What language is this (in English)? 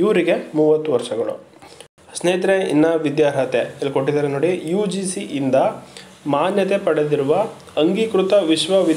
Kannada